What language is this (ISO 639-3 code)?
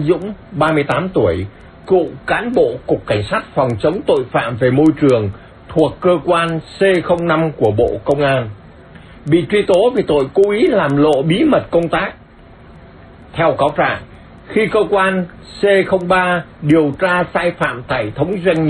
vie